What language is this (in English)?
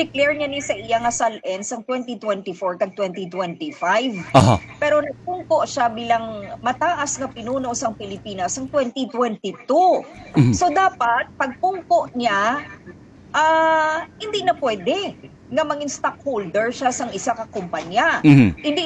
Hiligaynon